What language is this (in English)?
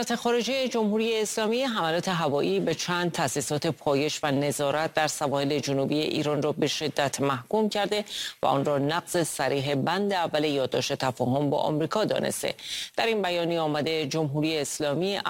Persian